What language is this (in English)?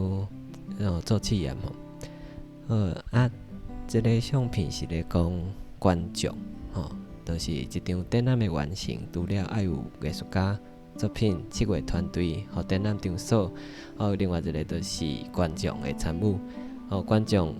Min Nan Chinese